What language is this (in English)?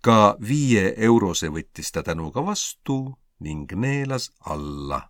Estonian